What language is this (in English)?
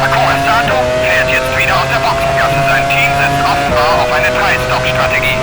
Bavarian